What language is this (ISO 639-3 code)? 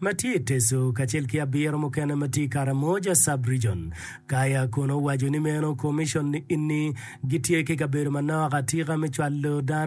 ach